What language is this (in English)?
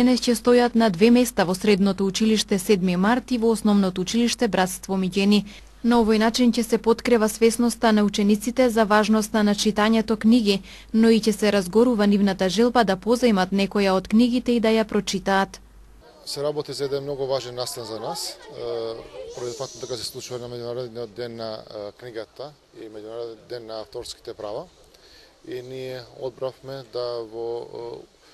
Macedonian